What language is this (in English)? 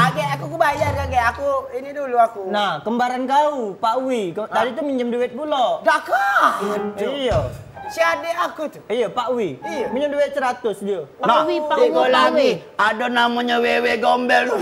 Musi